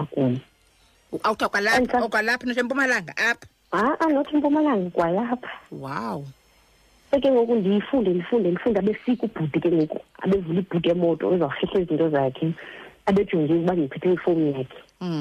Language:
Xhosa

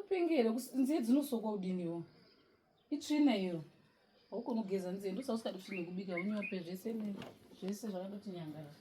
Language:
Shona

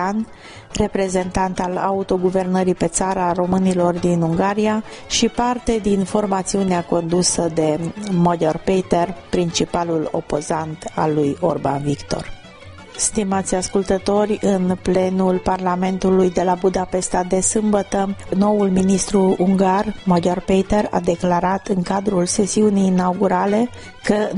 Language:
Romanian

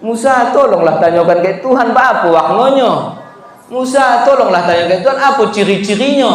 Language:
Minangkabau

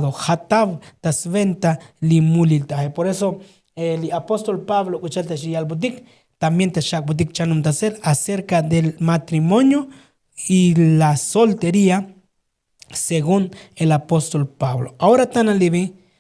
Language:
Tzotzil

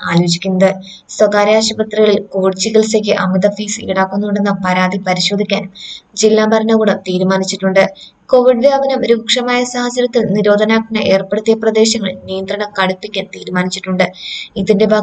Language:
Malayalam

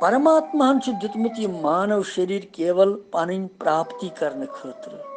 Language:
Kashmiri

